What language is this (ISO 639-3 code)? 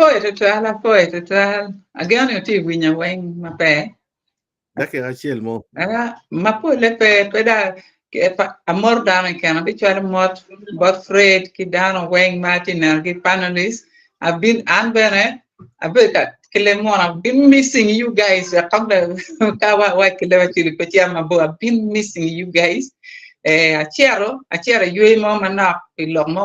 ach